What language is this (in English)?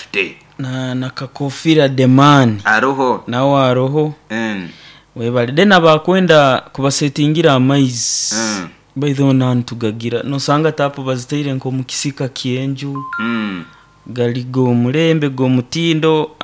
Nyoro